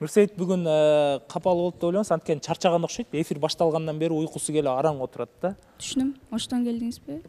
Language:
Kyrgyz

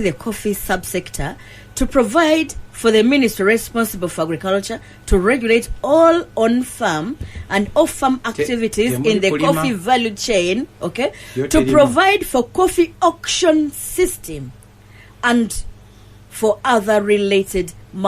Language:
Ganda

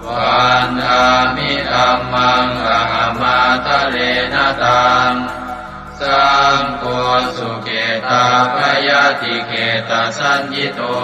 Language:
Pali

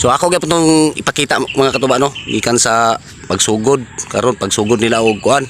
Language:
Cebuano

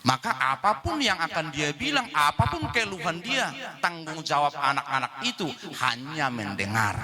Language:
Batak Toba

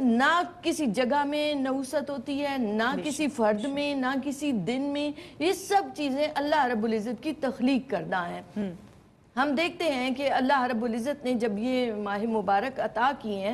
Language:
Urdu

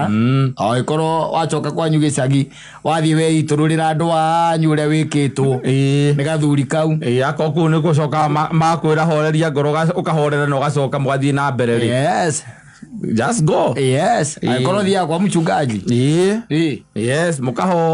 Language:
Kikuyu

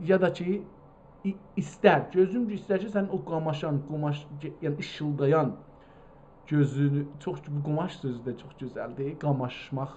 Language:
South Azerbaijani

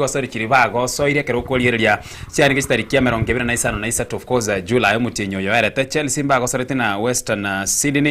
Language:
Gusii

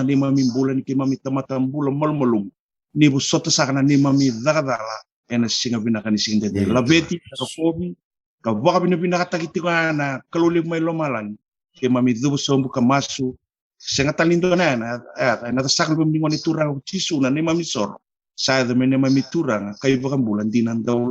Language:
Fijian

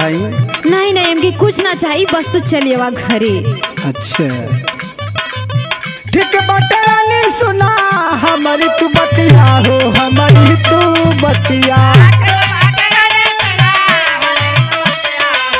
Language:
Bhojpuri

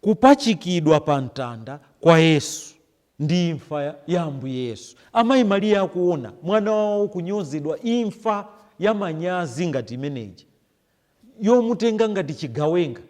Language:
Nyanja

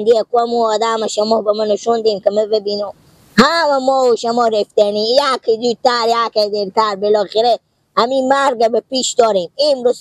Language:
Persian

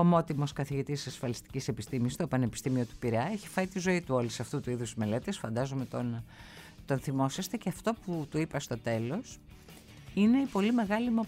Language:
Greek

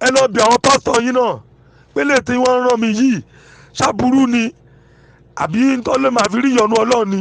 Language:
Yoruba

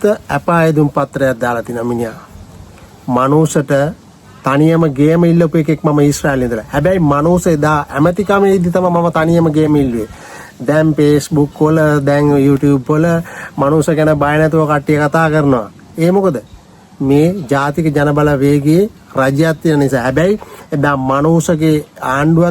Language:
Sinhala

